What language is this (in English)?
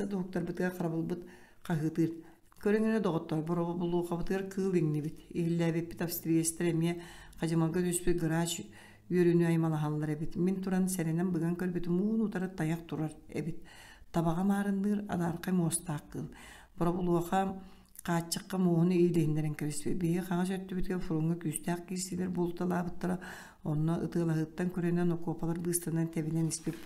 Yakut